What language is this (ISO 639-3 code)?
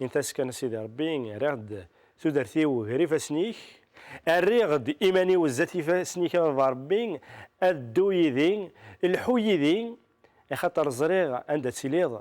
kab